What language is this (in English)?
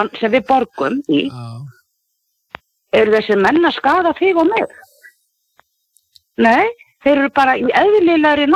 Icelandic